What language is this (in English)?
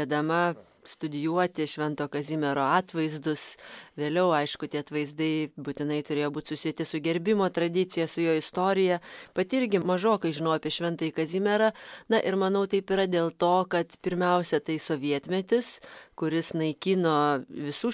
Lithuanian